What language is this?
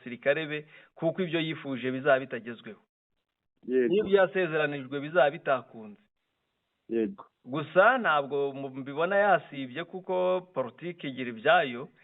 Kinyarwanda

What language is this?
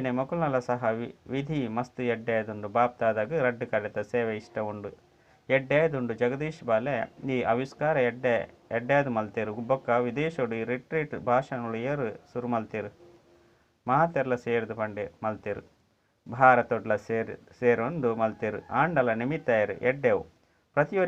Tulu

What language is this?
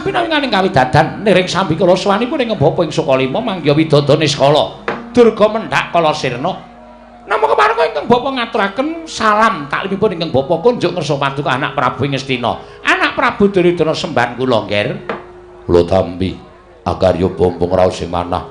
Javanese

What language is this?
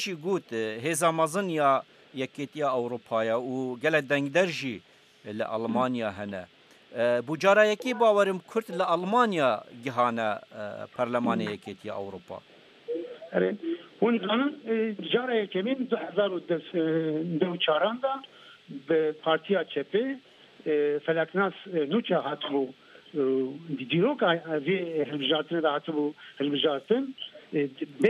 Kurdish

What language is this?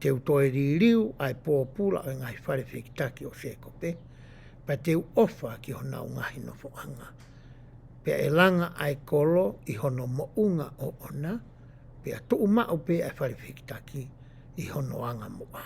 Tongan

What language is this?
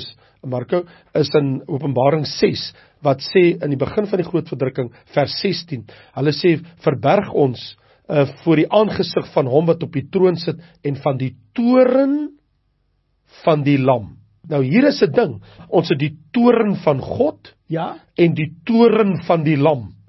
Afrikaans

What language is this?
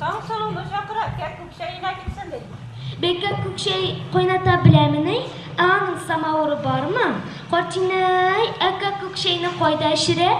Bashkir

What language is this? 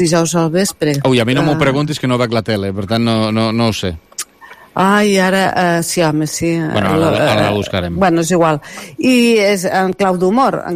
Catalan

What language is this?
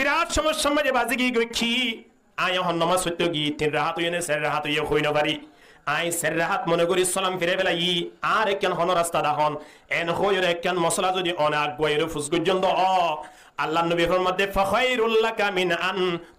Rohingya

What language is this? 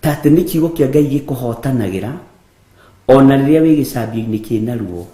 Kikuyu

